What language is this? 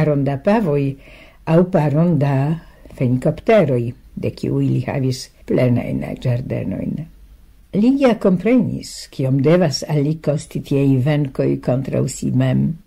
Esperanto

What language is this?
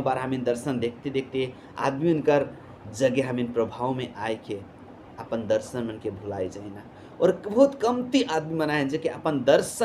Sadri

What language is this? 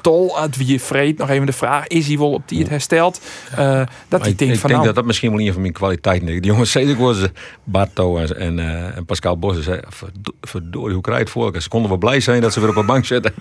Western Frisian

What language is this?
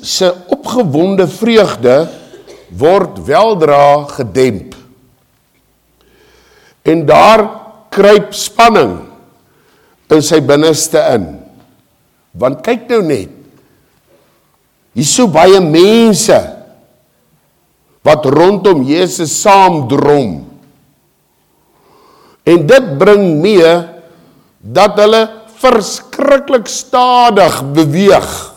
Afrikaans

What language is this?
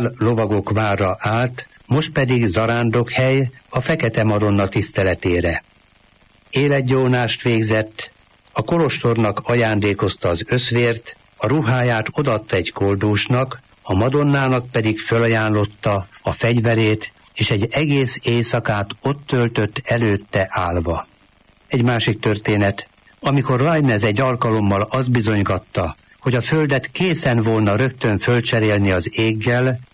Hungarian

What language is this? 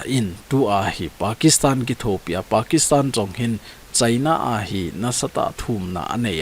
Thado Chin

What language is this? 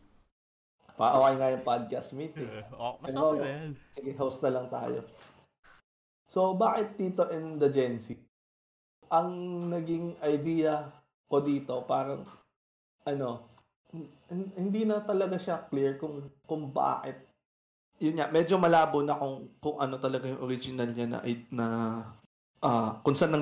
Filipino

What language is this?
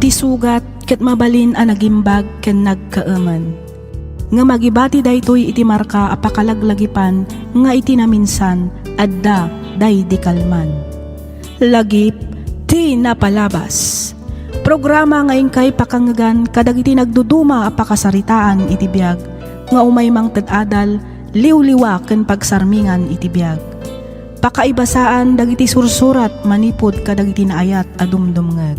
Iloko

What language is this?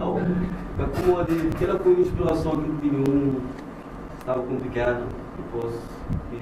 Kabuverdianu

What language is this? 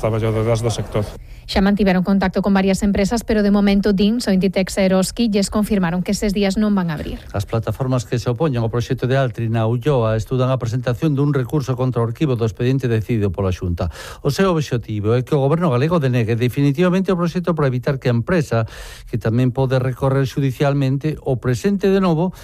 Galician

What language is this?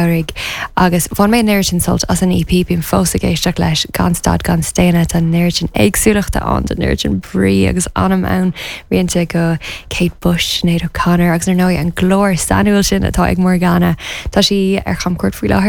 Irish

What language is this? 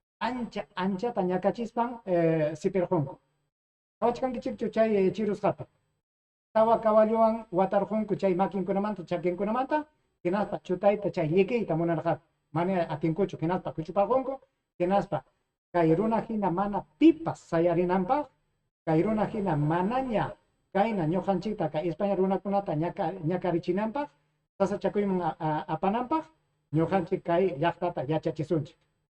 Ayacucho Quechua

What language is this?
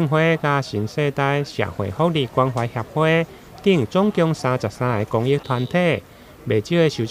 Min Nan Chinese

